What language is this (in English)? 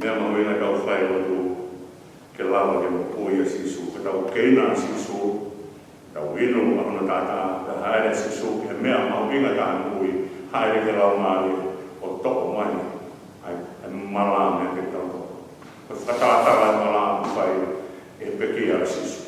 Tongan